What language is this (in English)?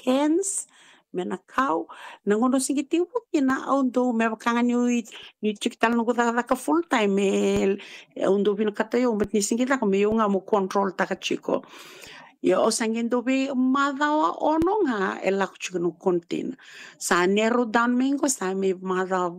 Fijian